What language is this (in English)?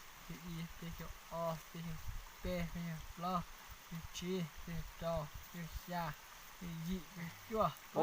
Hmong